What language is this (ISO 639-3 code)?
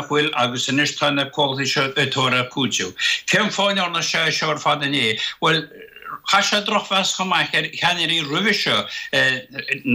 gle